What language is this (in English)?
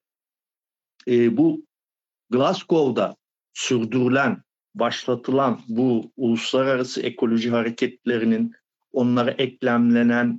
Turkish